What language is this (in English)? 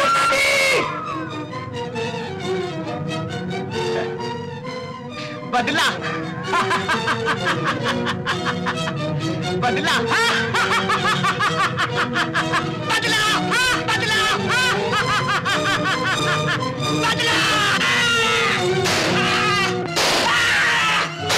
Hindi